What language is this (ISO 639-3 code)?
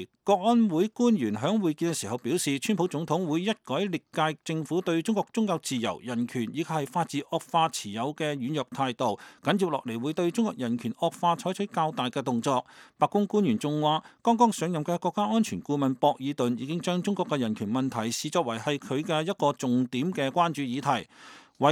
yue